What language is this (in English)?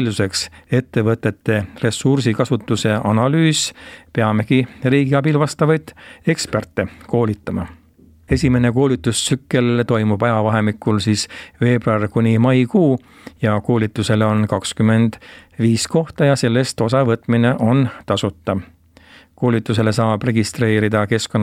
Estonian